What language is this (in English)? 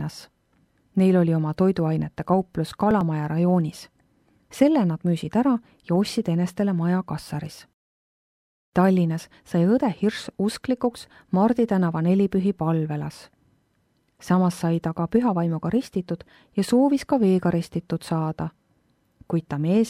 Estonian